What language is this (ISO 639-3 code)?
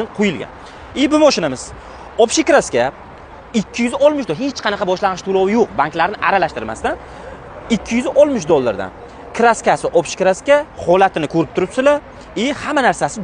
uzb